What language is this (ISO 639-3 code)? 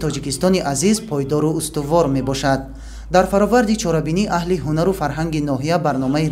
tgk